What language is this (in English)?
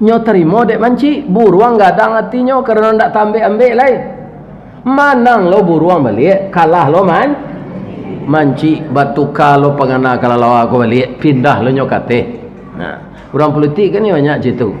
Minangkabau